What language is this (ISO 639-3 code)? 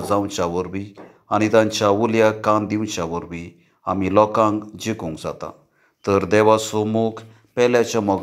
kok